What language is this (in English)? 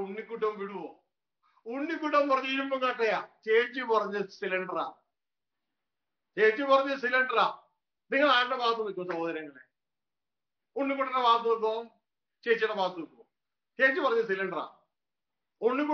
Malayalam